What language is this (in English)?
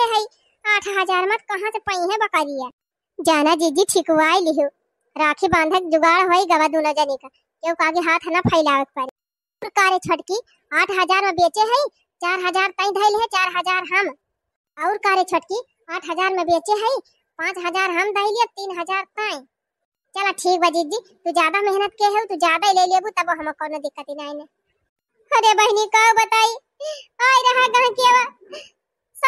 Awadhi